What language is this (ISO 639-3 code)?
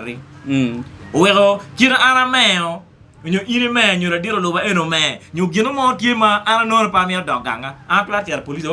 ach